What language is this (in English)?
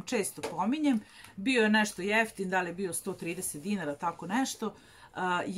Serbian